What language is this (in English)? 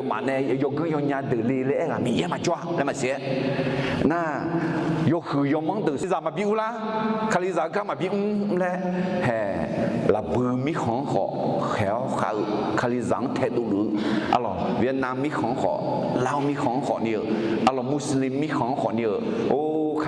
Akha